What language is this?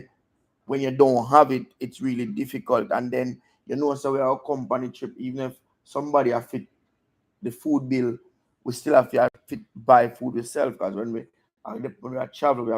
Jamaican Creole English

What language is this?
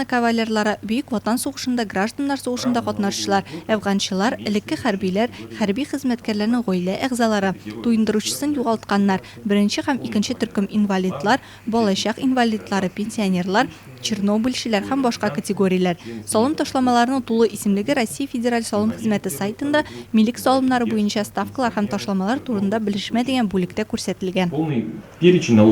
Tatar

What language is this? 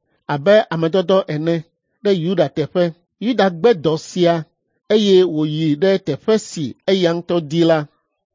Ewe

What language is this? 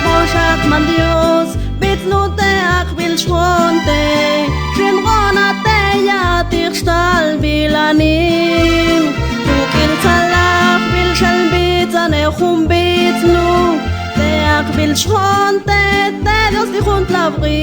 Mam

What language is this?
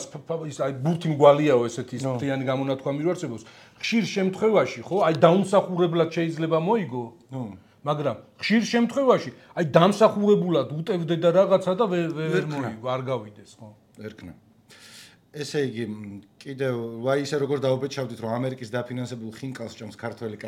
Georgian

